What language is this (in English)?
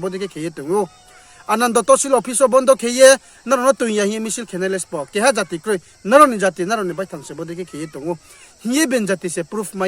Riang (India)